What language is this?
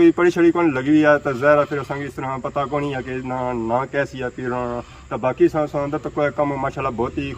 Pahari-Potwari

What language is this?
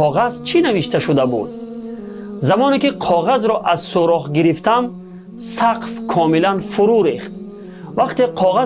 Tajik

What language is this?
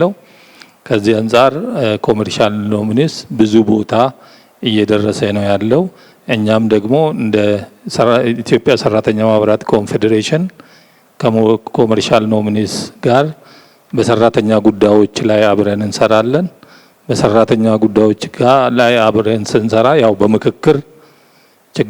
Amharic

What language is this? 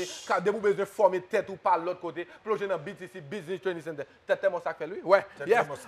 Haitian Creole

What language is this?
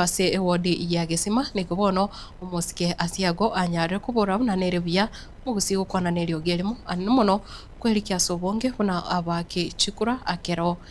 Gusii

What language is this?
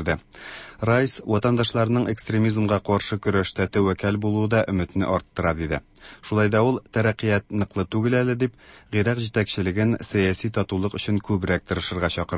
Tatar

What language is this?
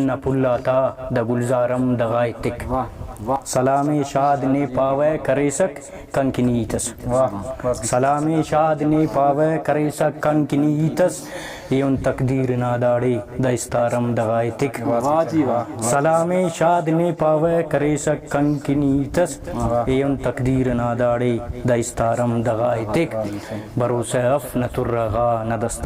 Brahui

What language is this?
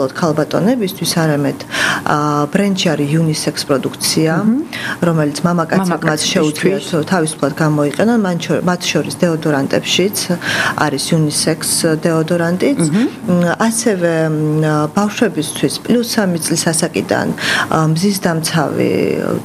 Georgian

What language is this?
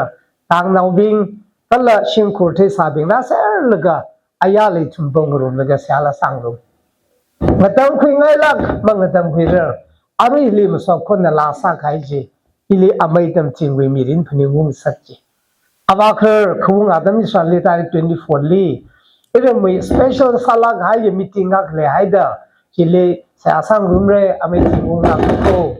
Tangkhul Naga (India)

